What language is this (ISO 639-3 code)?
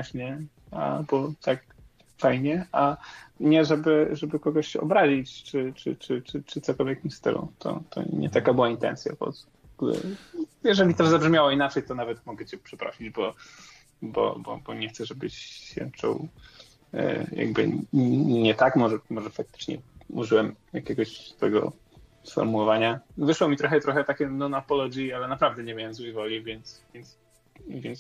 pol